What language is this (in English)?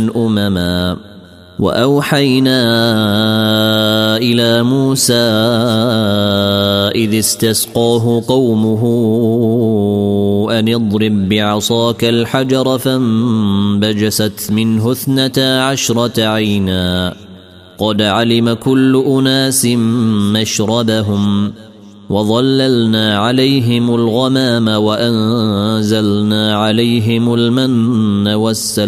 Arabic